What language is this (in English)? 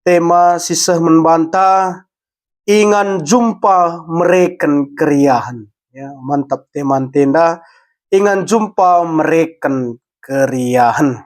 Batak Karo